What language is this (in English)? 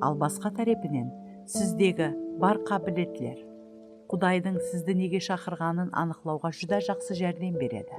Kara-Kalpak